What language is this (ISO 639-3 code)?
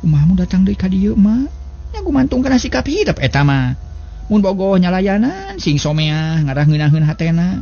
sun